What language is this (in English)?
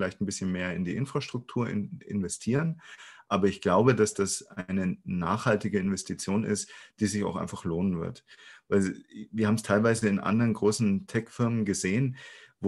German